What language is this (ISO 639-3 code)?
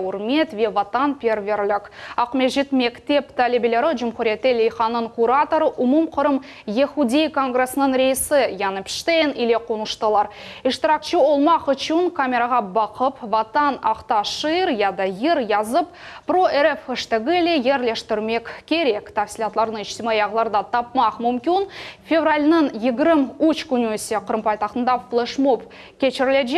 crh